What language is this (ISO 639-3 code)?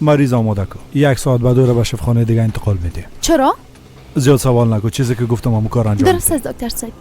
fas